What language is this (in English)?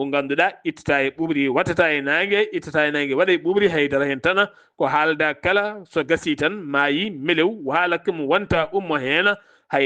Fula